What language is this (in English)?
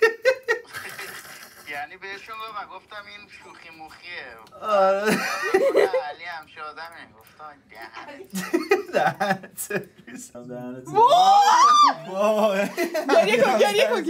Persian